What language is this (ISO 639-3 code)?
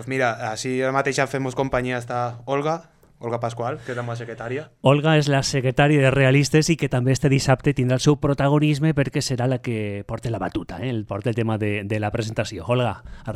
cat